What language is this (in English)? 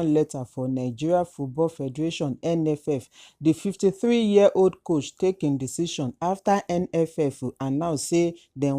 Nigerian Pidgin